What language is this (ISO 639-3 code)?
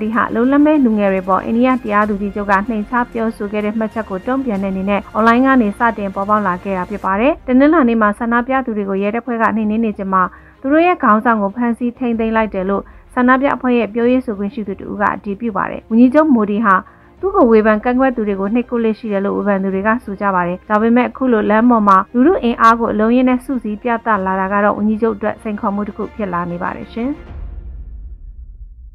mya